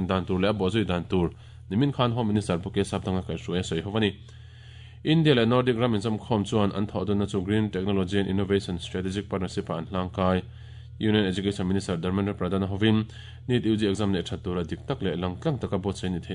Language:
Mizo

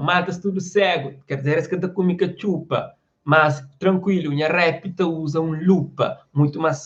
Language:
Kabuverdianu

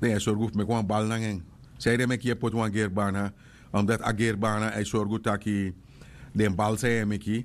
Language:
Sranan Tongo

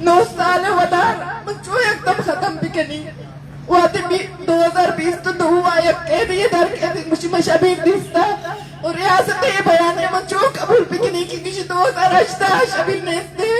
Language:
Eastern Balochi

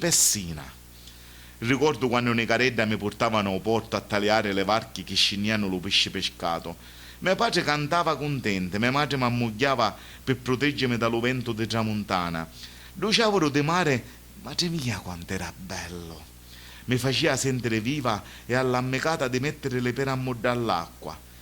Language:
Sicilian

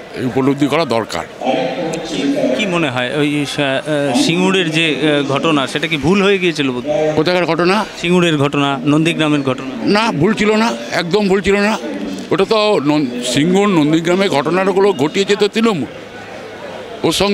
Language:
Bangla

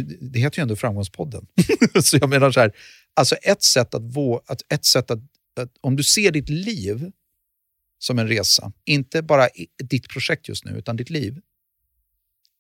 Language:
Swedish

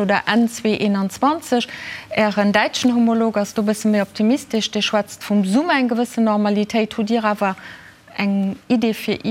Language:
Luxembourgish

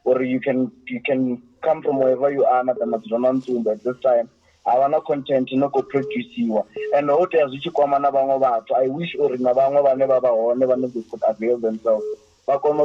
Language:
Venda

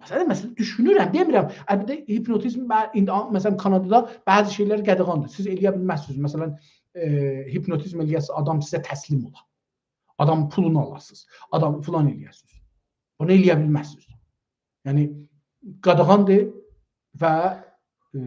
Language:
South Azerbaijani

